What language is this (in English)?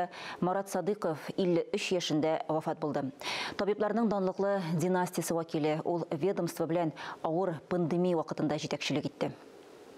Tatar